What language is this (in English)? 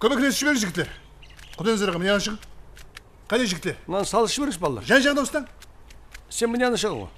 Kara-Kalpak